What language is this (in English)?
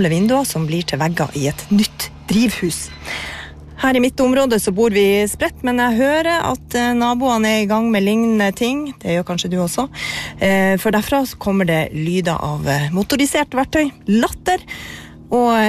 Norwegian